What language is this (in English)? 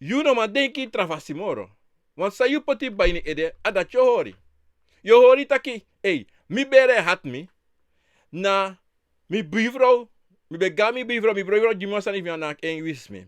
Sranan Tongo